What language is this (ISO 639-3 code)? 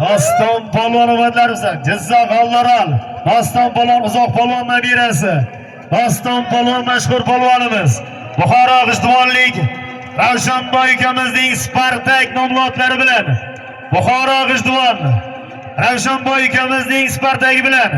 uzb